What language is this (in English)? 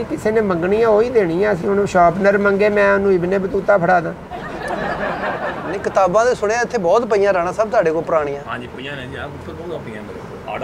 Punjabi